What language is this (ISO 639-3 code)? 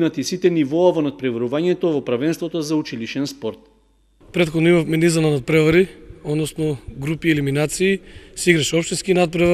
mkd